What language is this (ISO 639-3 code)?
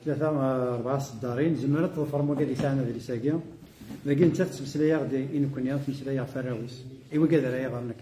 kab